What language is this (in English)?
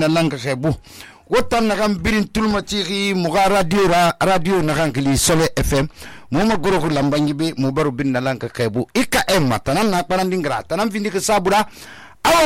Susu